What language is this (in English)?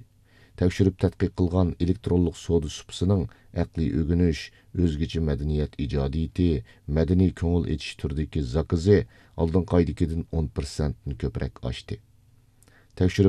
Uyghur